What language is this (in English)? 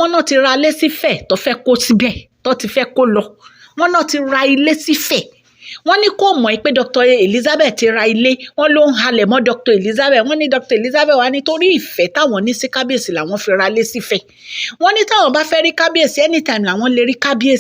Yoruba